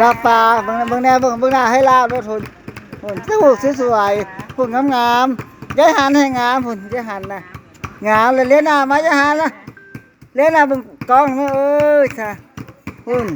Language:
Northeastern Thai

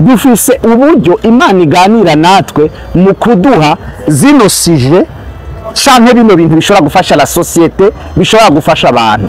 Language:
Rundi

